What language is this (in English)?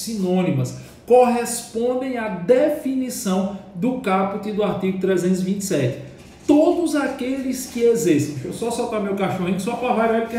Portuguese